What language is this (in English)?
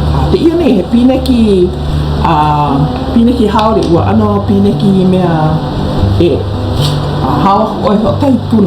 Hawaiian